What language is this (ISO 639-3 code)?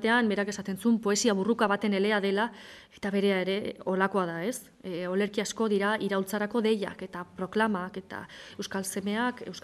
eus